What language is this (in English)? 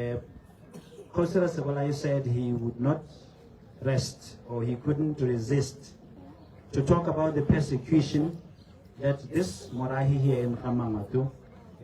Tswana